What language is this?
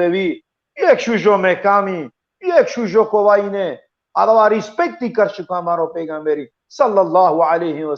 Balkan Romani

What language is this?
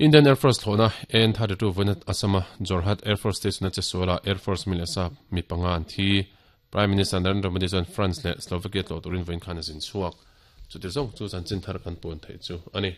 Mizo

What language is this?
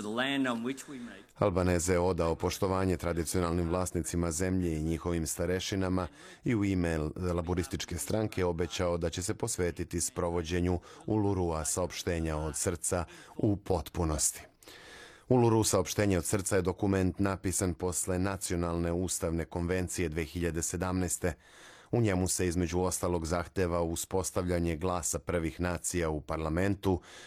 Serbian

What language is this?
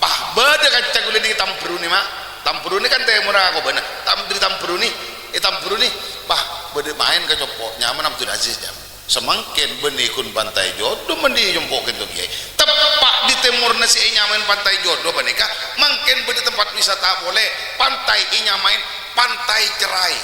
Madurese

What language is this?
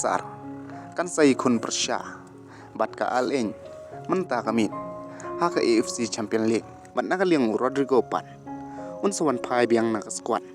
Khasi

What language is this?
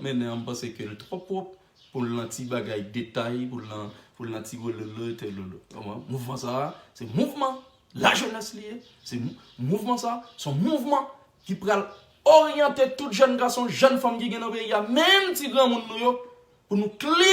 Haitian Creole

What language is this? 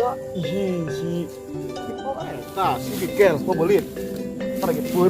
Sundanese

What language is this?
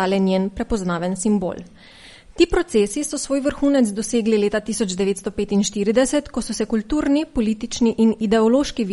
Slovenian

